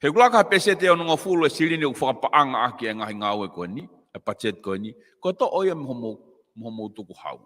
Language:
Tongan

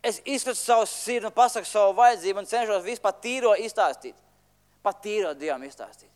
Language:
Latvian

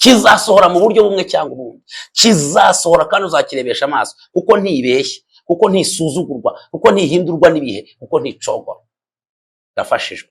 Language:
Kinyarwanda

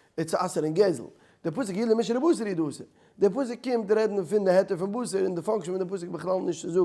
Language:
Yiddish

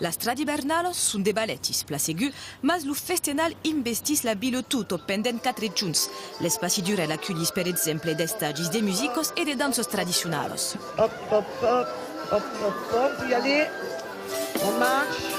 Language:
Occitan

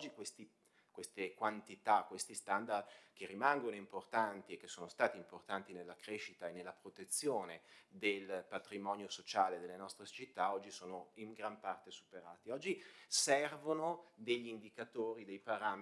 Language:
Italian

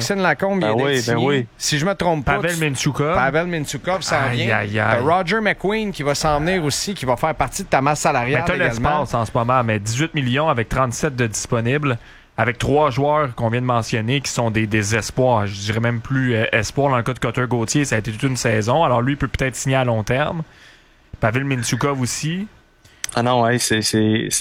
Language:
French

